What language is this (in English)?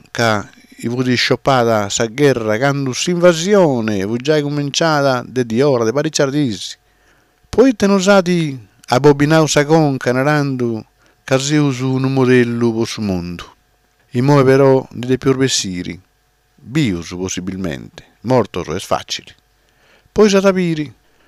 Sardinian